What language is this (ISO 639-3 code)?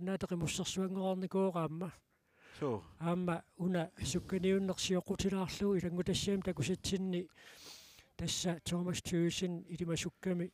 kal